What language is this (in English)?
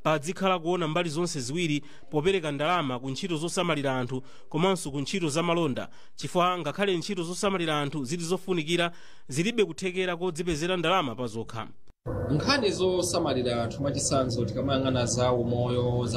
Nyanja